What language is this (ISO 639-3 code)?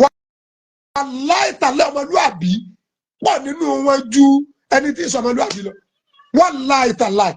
yor